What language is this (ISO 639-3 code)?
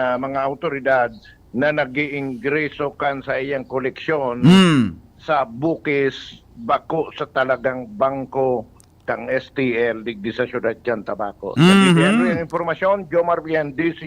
bik